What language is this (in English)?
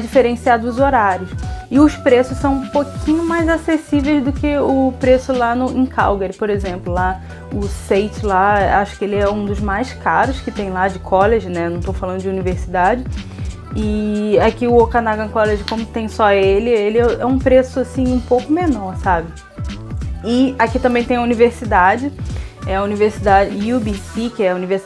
Portuguese